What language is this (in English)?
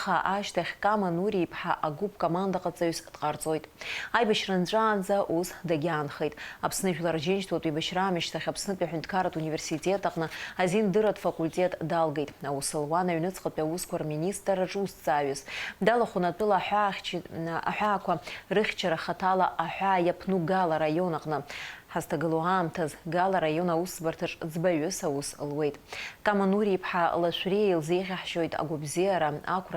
Abkhazian